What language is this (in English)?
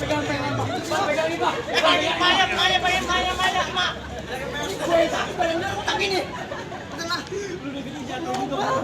Betawi